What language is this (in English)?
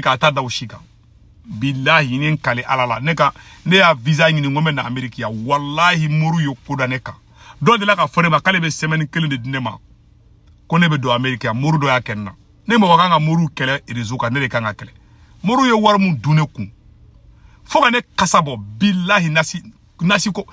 Bambara